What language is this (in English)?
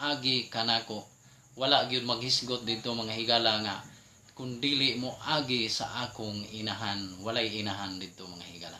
Cebuano